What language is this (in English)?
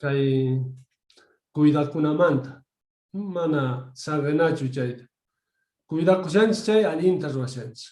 South Bolivian Quechua